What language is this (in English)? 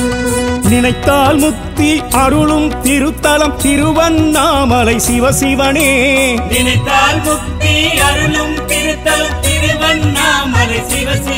Tamil